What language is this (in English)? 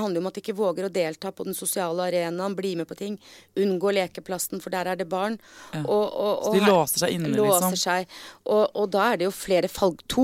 Norwegian